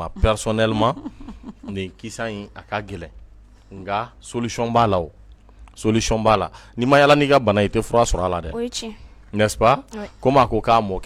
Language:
Bambara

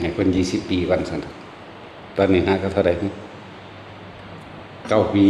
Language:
Northeastern Thai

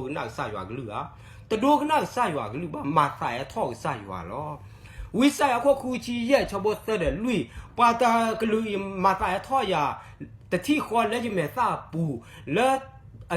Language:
S'gaw Karen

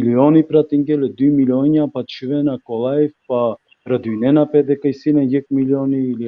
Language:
Balkan Romani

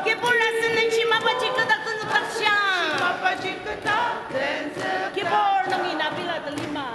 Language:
Ao Naga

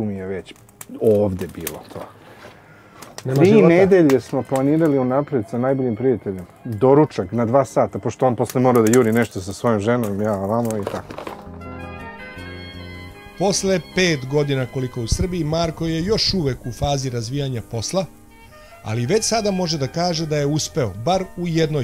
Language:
Serbian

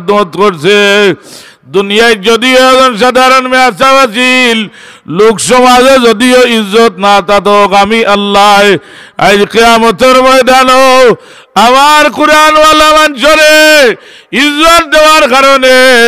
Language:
Sylheti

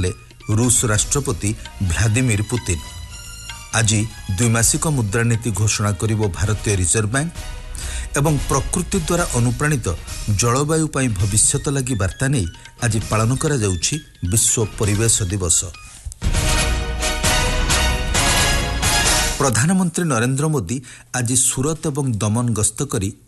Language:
Odia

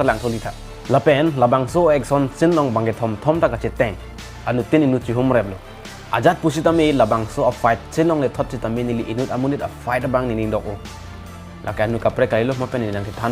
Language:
Karbi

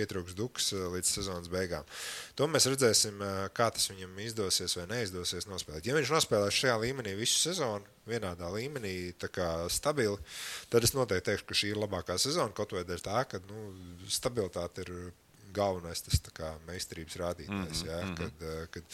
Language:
Latvian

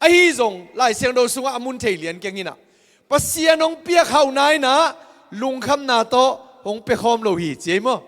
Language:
Tedim Chin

